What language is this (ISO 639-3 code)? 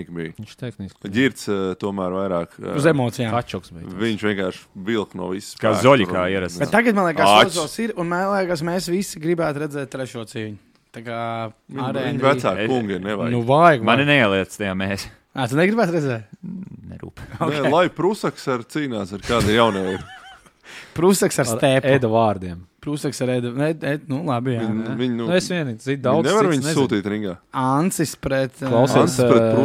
lav